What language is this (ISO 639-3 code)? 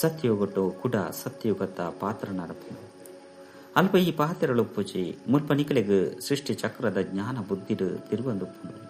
tcy